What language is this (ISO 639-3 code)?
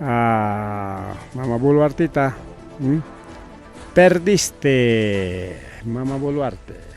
quy